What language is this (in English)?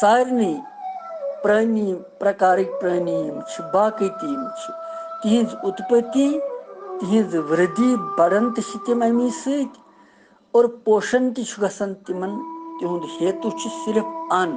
Kashmiri